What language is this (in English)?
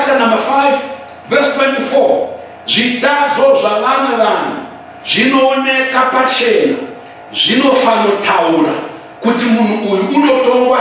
Shona